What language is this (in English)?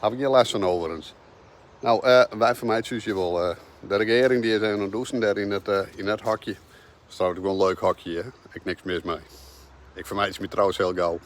Western Frisian